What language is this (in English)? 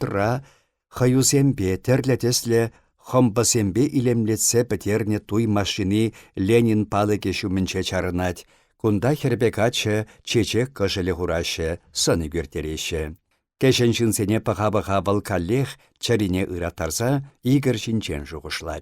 Chuvash